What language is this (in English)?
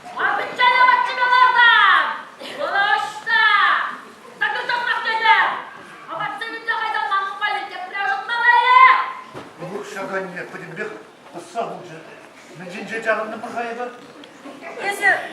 Chuvash